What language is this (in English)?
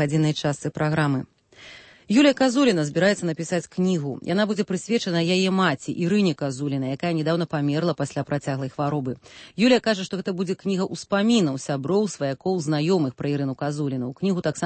Belarusian